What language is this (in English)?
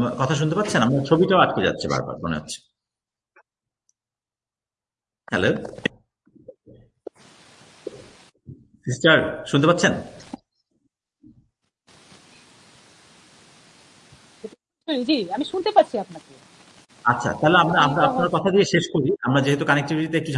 Bangla